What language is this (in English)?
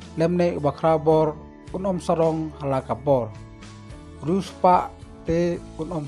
Khasi